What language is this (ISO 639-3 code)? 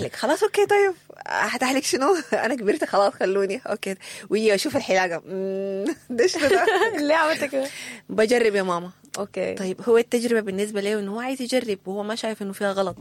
apd